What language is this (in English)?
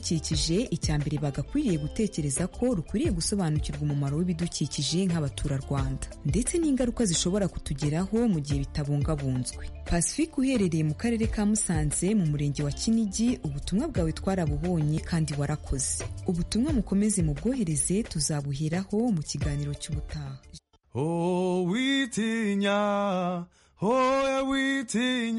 Kinyarwanda